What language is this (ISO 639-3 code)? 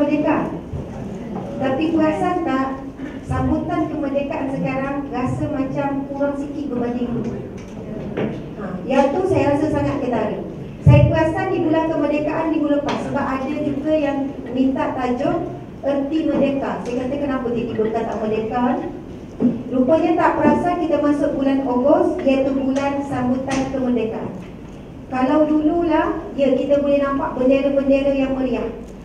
msa